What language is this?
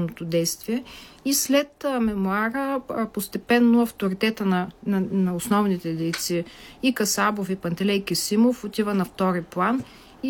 Bulgarian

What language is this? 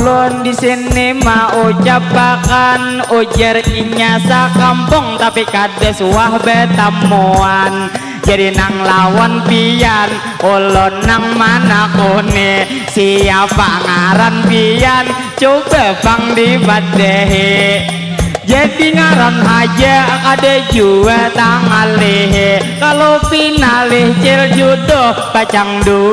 Banjar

